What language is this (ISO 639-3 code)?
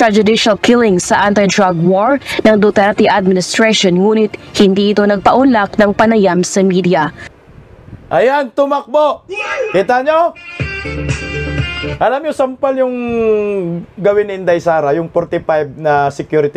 fil